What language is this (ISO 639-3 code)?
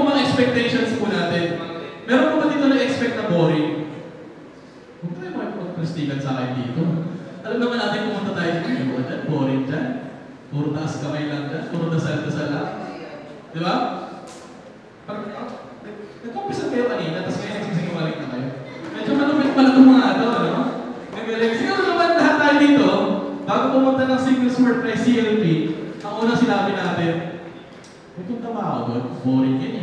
fil